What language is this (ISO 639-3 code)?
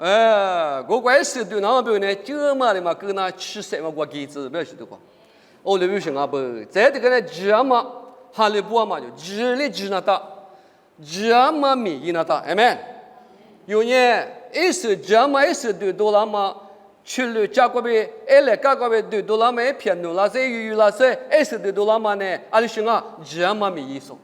lis